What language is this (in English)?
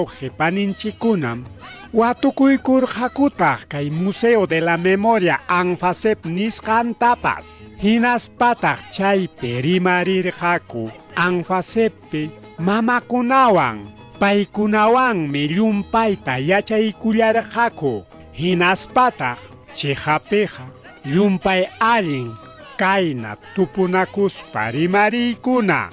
Ayacucho Quechua